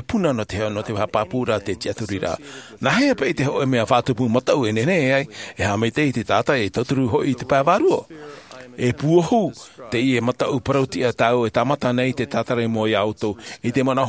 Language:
Tahitian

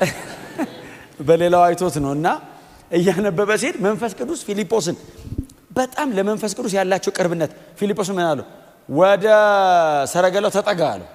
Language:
Amharic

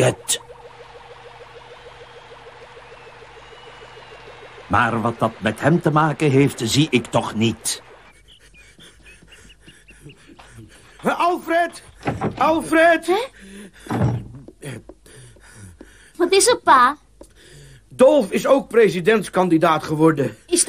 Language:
Dutch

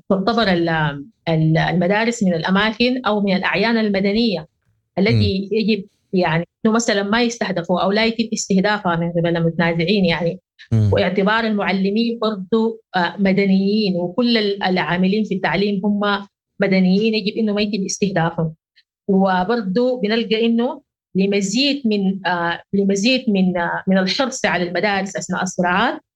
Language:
Sudanese Arabic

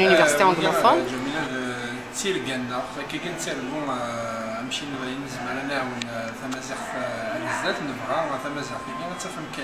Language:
Kabyle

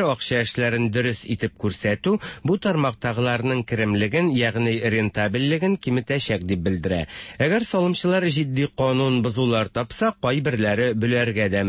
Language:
Tatar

